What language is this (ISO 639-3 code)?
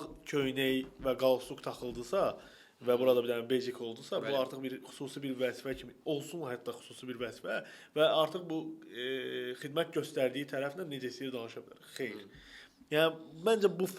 aze